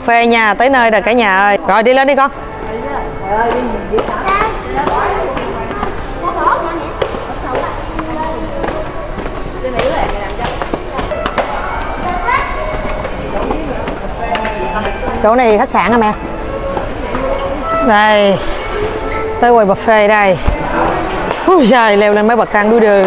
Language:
Vietnamese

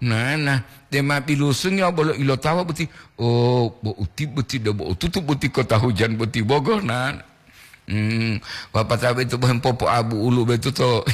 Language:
Gorontalo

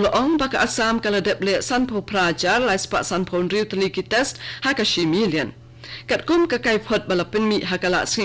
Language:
Khasi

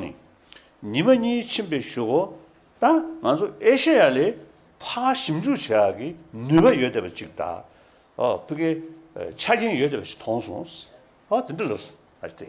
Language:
Tibetan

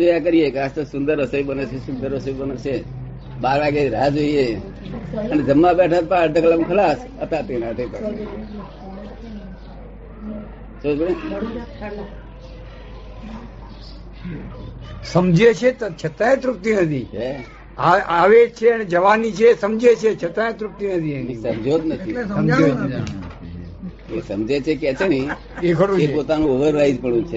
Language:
Gujarati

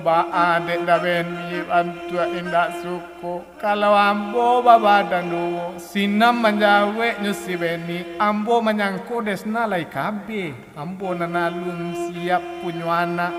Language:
Minangkabau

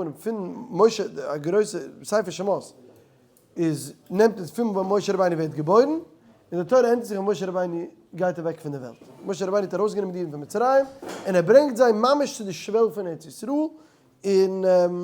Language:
Yiddish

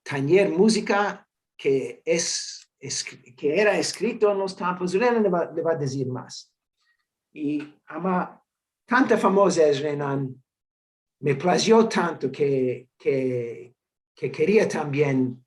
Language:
Ladino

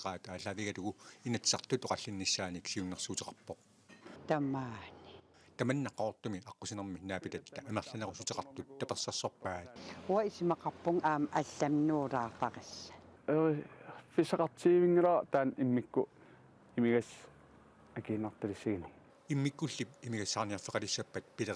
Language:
Kalaallisut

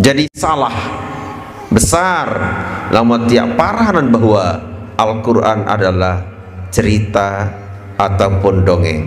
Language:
Sasak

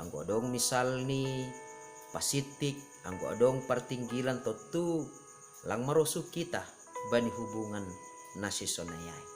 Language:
Batak Simalungun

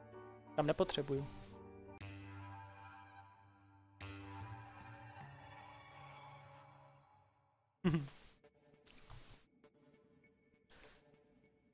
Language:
Czech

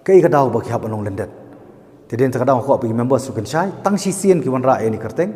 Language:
Khasi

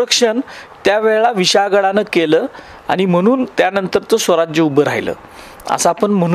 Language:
Marathi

